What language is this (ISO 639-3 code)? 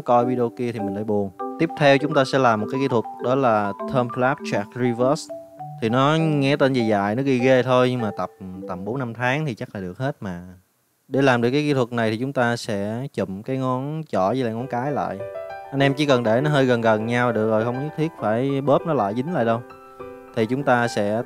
vie